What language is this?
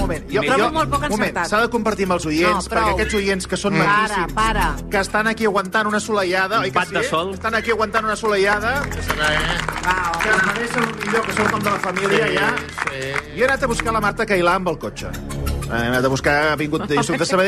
Catalan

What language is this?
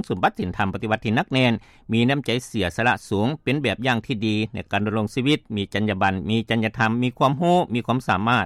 Lao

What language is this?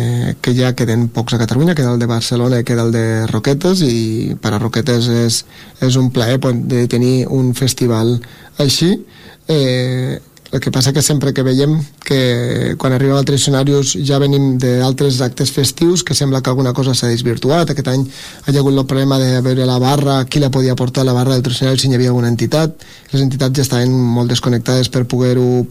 Catalan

